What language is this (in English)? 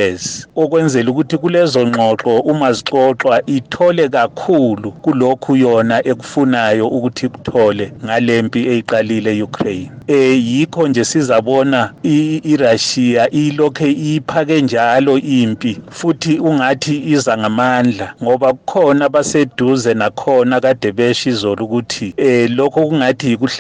North Ndebele